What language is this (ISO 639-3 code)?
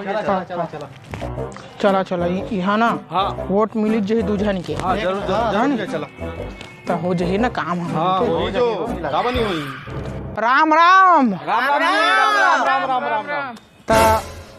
hne